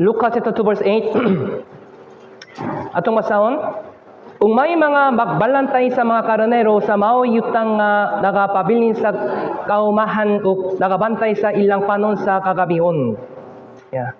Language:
Cebuano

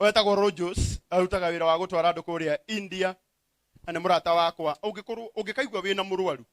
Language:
Kikuyu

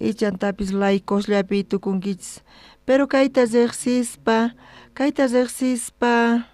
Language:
South Bolivian Quechua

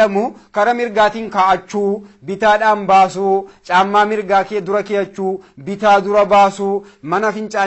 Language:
Oromo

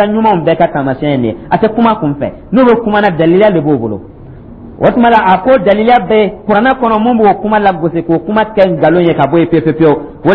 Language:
Dyula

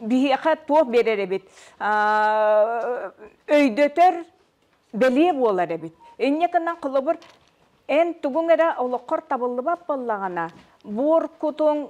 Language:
Yakut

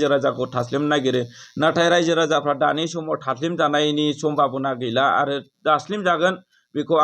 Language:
Bodo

